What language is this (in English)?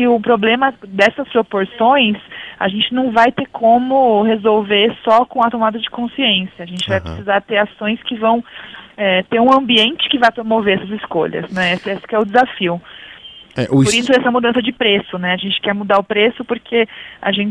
Portuguese